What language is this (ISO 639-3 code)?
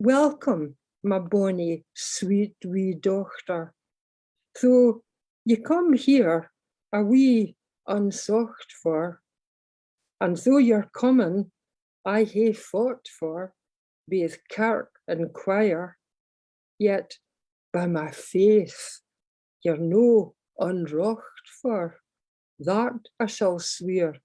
sco